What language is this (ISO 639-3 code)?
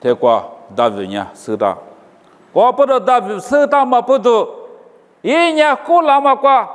lis